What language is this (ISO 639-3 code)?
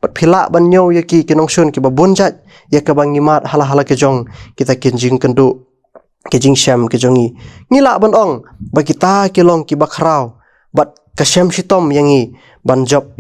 kha